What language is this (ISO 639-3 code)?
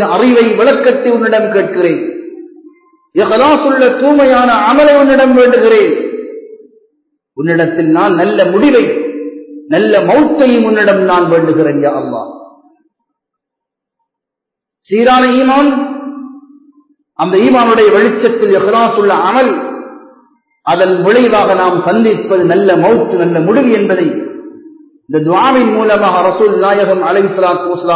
tam